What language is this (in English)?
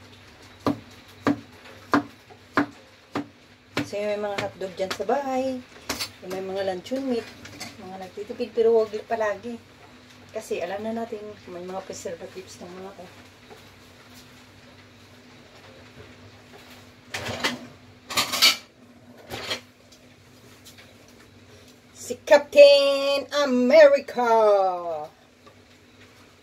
Filipino